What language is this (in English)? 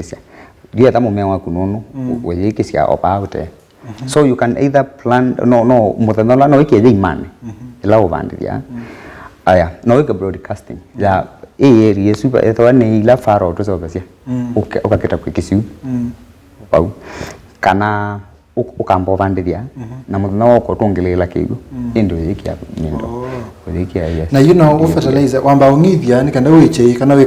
Kamba